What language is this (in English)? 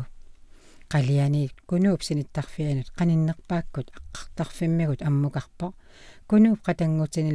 Kalaallisut